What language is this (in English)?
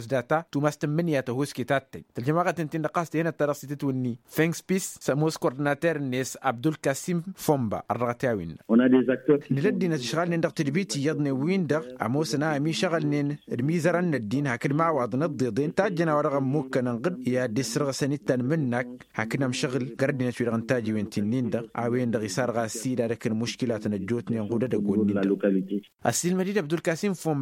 Tamasheq